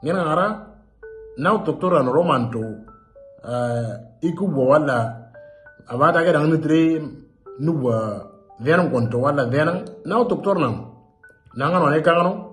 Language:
Moro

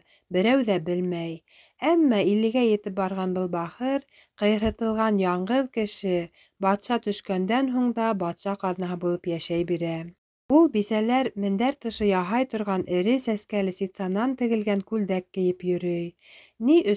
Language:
Bashkir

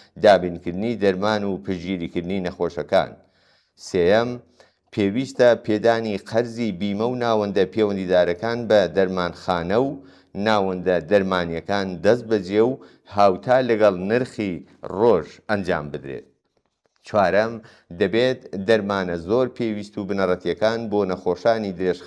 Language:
Central Kurdish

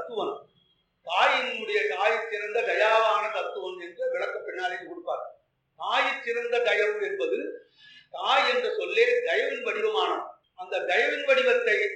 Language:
Tamil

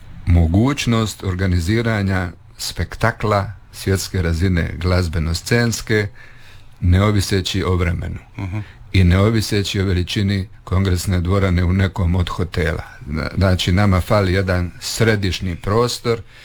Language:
Croatian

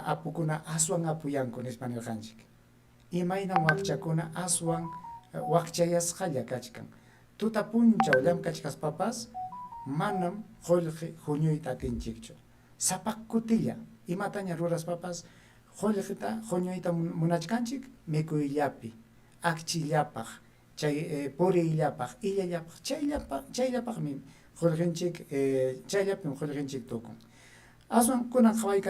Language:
Ayacucho Quechua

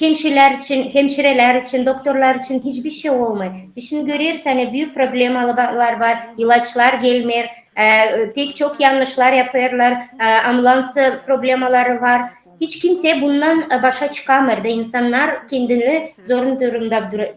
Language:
Gagauz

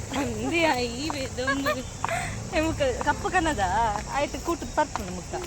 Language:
Tulu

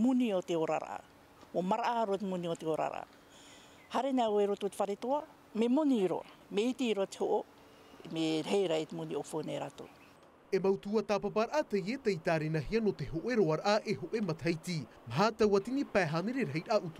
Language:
Tahitian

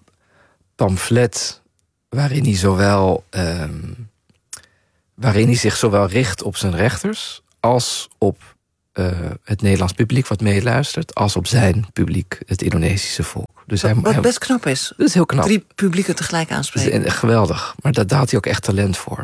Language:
Dutch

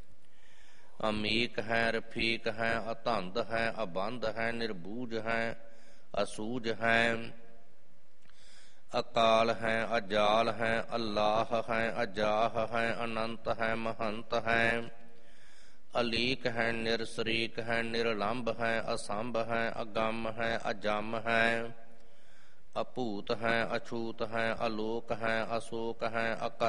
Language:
Punjabi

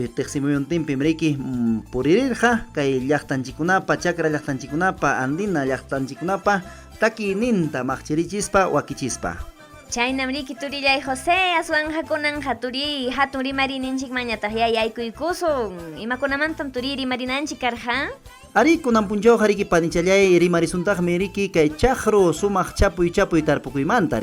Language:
Ayacucho Quechua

